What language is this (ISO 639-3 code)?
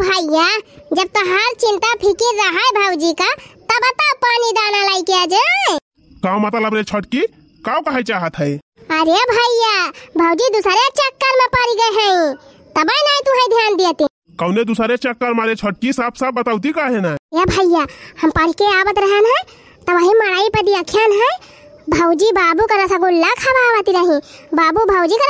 awa